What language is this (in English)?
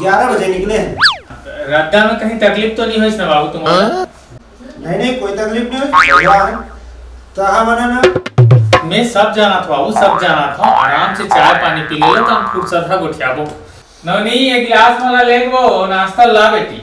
Chhattisgarhi